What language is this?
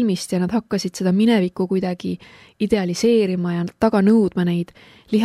Estonian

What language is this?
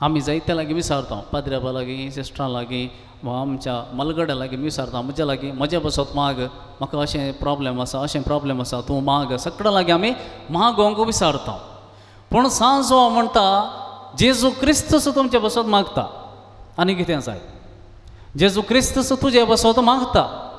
Konkani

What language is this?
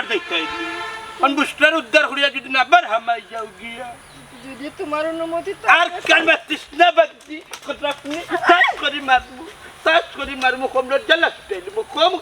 Sylheti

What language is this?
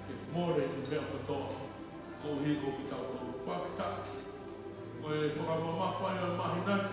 Tongan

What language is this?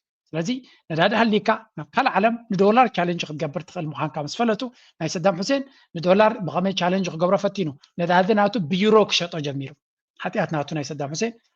Tigrinya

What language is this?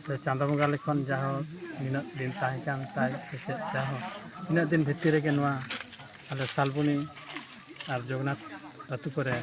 Santali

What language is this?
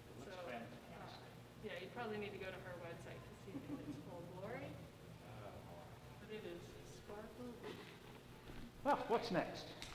English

